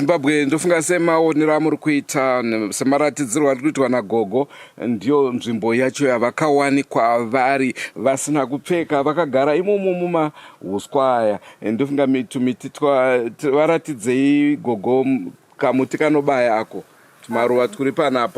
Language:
Shona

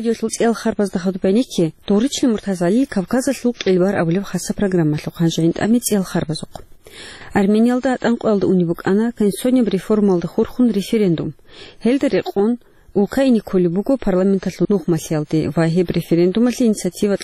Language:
Avaric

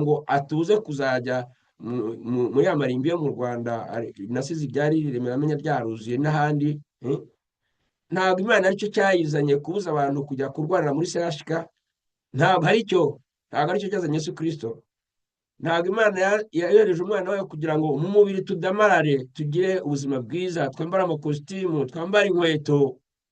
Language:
Kinyarwanda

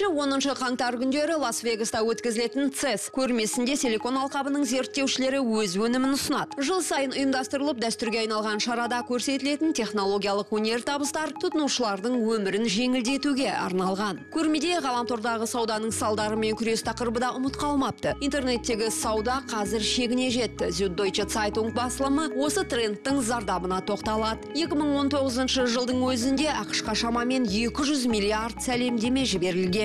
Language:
Kazakh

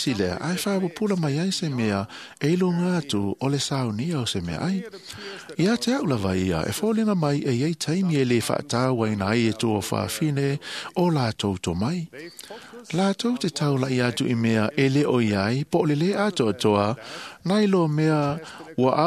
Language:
Samoan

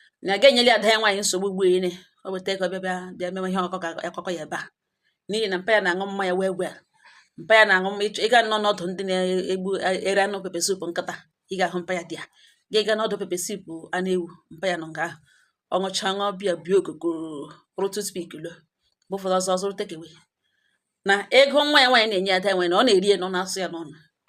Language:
Igbo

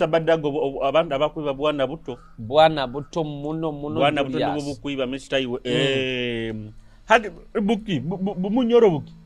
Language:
Nyoro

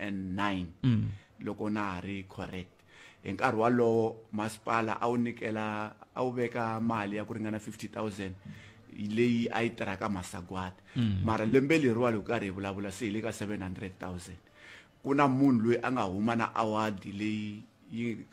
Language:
Tsonga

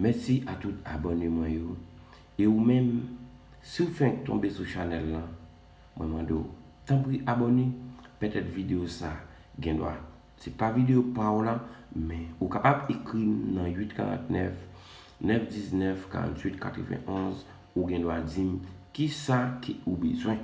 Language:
Haitian Creole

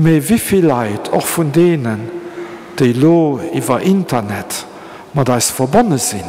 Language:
Luxembourgish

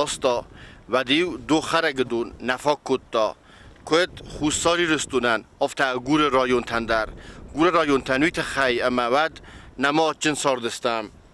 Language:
Ossetic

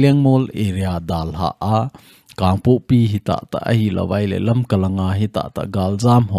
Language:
Thado Chin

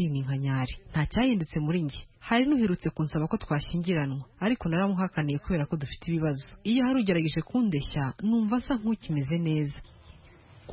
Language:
Kinyarwanda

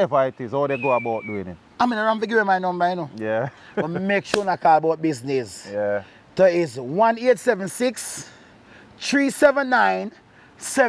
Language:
Jamaican Creole English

